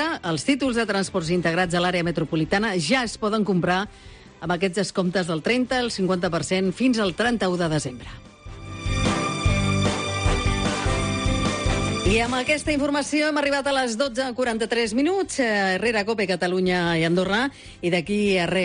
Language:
Catalan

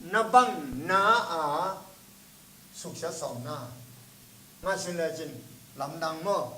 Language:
Tedim Chin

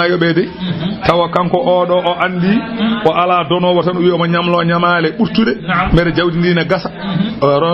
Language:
Fula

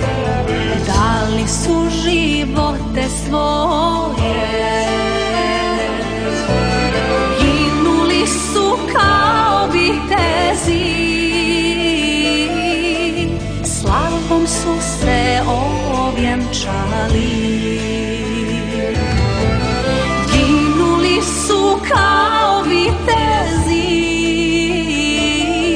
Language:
Serbian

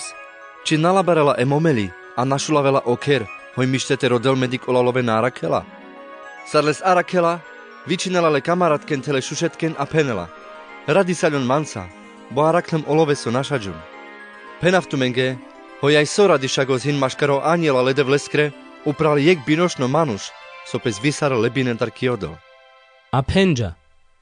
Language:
Carpathian Romani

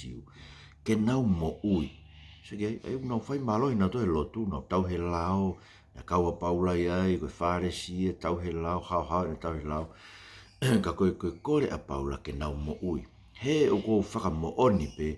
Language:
Tongan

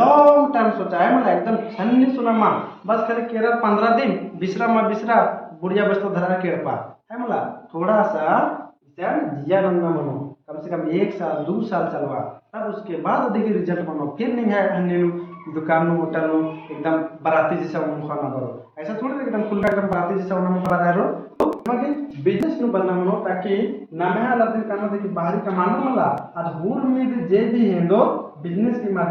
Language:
Kurukh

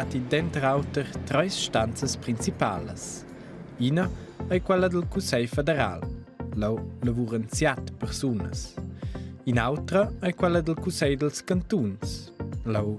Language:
Romansh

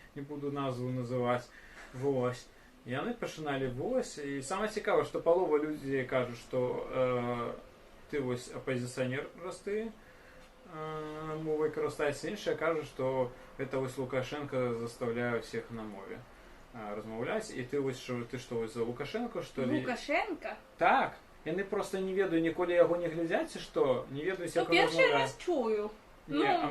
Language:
Belarusian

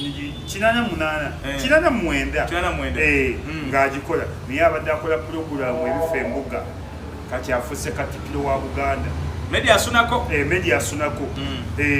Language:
Ganda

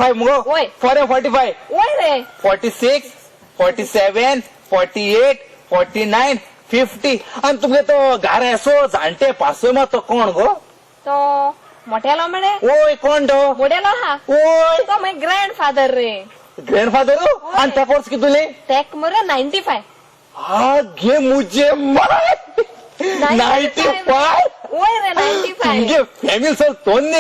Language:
Konkani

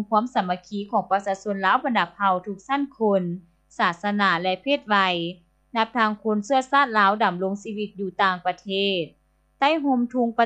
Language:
Lao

